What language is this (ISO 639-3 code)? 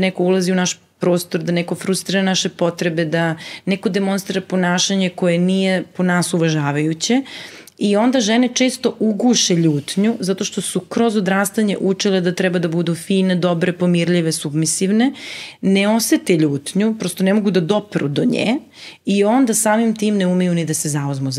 srp